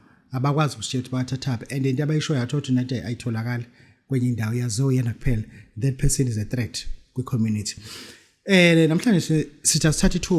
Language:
Zulu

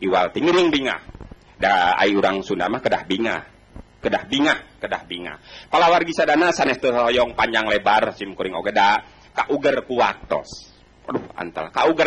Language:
Sundanese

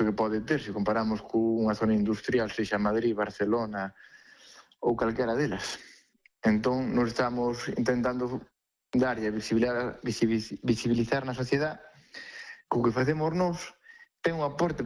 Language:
Galician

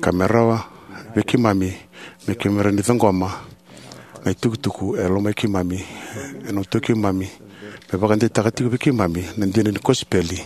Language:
Fijian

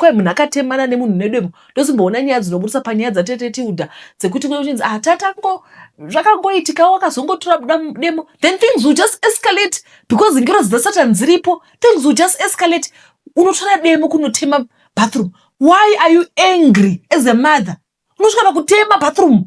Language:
Shona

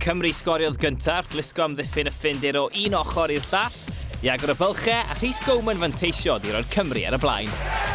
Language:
Welsh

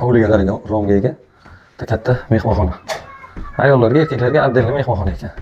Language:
Uzbek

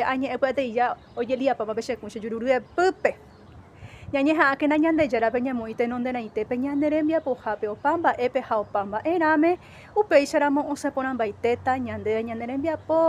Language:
Guarani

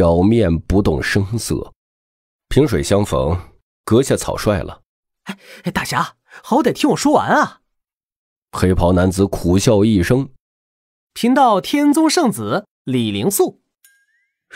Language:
Chinese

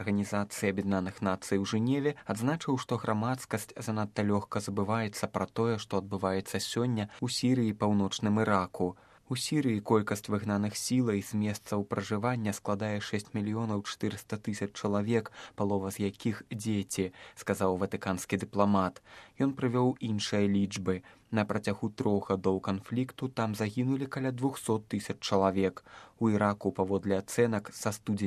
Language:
Belarusian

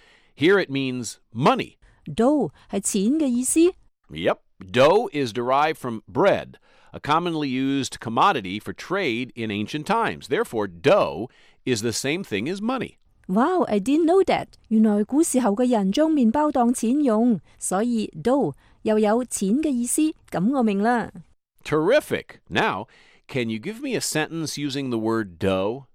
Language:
Cantonese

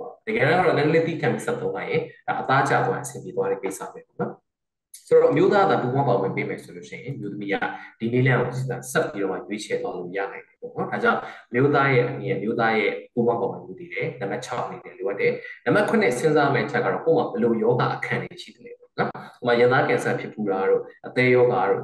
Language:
Burmese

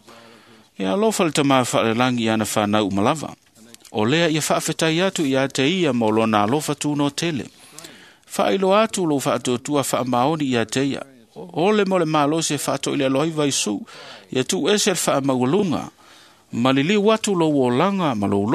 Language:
Samoan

